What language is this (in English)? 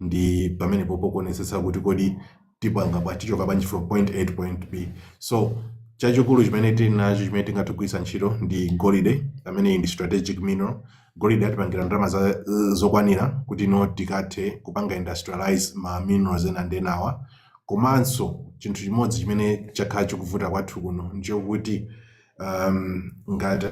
Nyanja